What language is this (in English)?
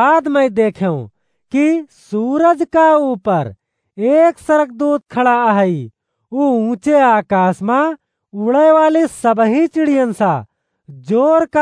Awadhi